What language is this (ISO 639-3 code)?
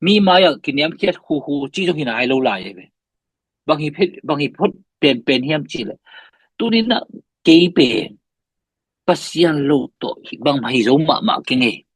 ctd